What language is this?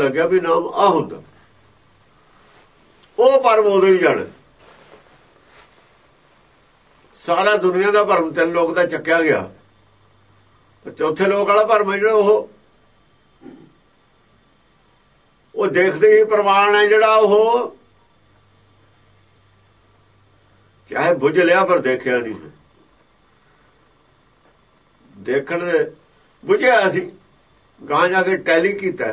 Punjabi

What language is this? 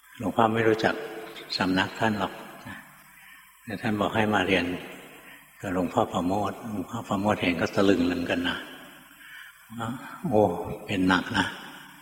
Thai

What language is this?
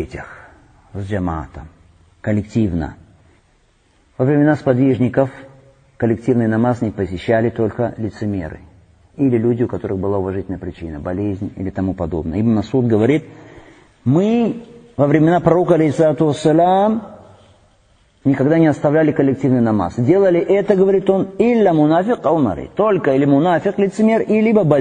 Russian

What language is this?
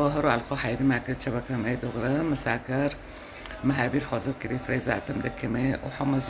Kurdish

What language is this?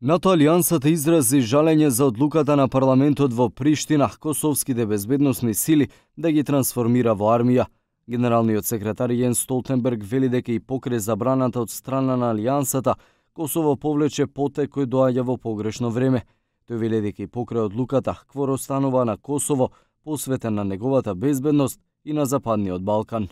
Macedonian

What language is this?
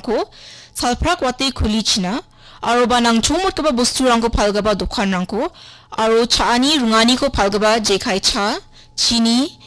Garo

